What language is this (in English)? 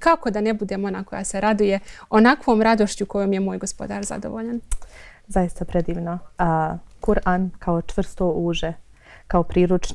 Bosnian